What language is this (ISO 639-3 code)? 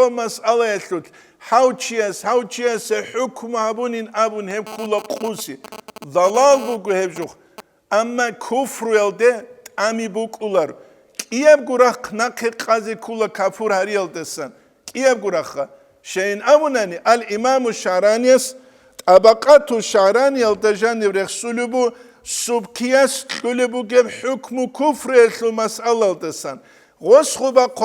ava